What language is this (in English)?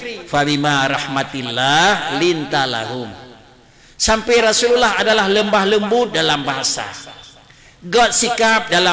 Achinese